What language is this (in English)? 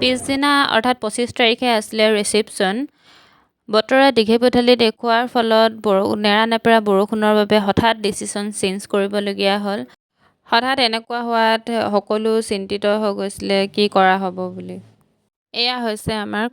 Assamese